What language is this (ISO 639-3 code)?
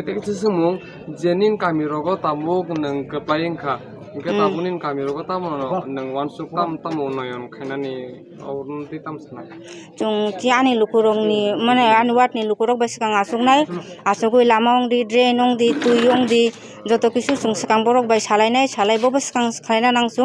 trp